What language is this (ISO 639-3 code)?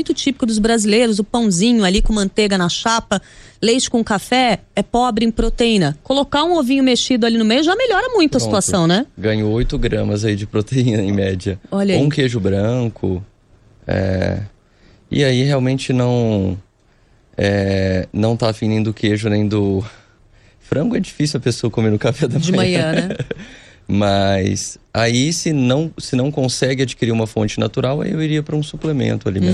por